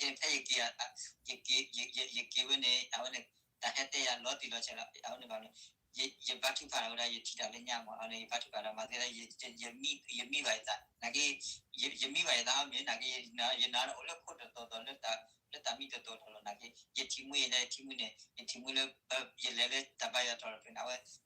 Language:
S'gaw Karen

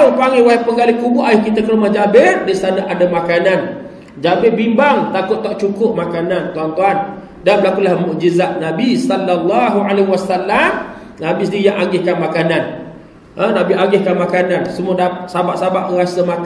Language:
Malay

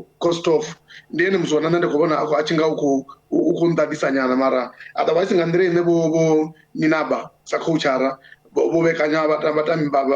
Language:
Venda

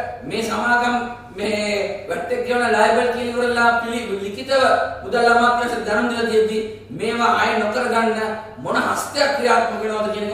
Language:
Sinhala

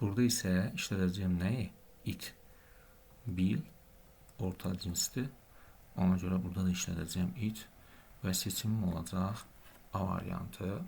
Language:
Azerbaijani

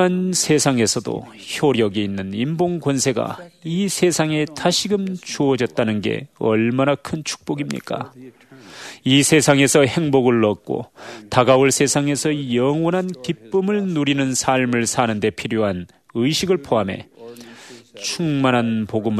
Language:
Korean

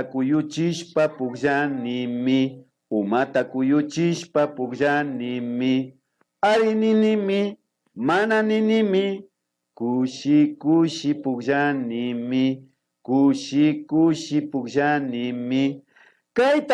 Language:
Imbabura Highland Quichua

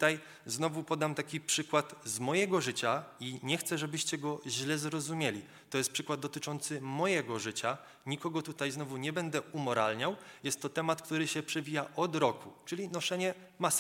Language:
Polish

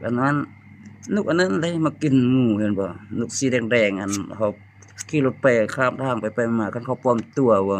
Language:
Lao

